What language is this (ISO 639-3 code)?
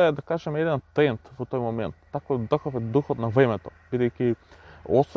mkd